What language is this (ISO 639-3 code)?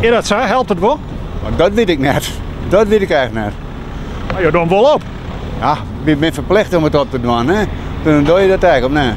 fry